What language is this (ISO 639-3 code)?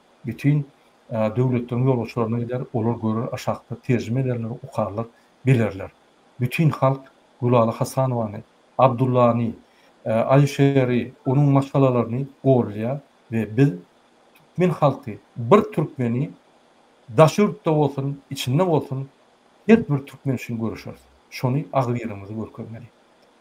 tuk